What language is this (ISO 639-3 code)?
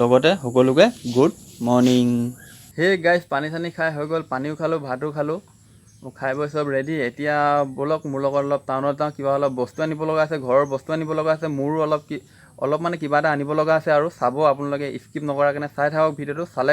asm